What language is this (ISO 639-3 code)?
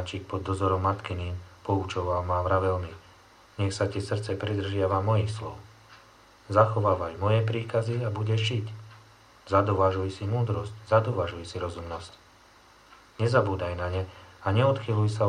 slk